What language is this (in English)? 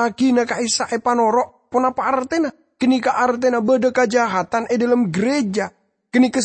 Madurese